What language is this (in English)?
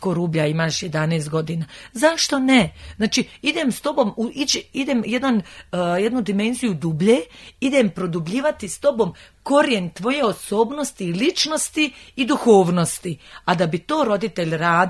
Croatian